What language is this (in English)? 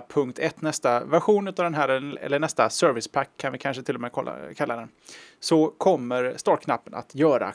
Swedish